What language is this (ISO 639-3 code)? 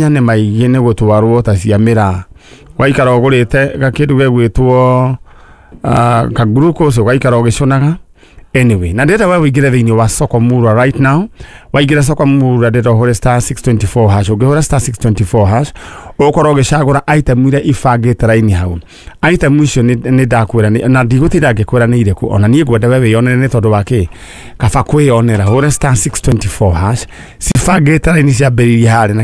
kik